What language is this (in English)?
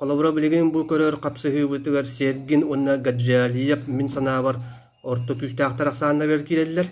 Yakut